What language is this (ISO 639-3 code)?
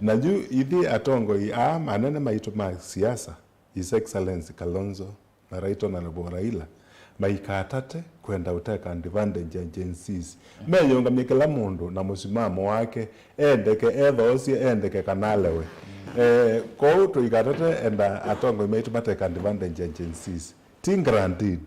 kam